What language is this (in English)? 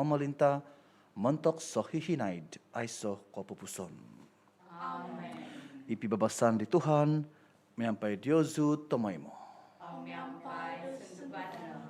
Central Dusun